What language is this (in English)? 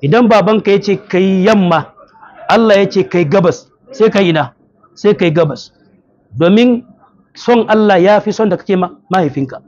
Hausa